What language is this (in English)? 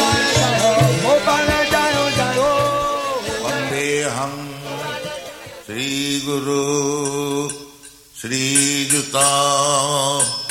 Italian